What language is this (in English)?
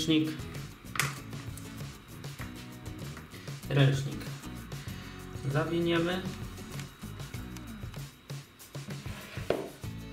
Polish